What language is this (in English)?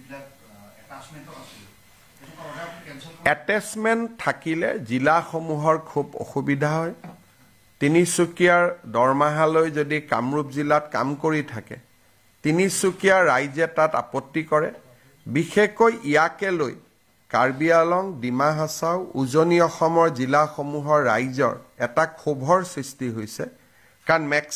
Assamese